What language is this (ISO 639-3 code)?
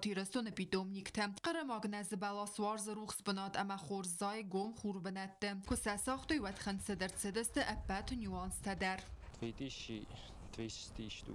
oss